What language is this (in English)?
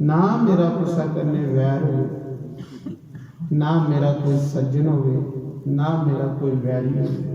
Dogri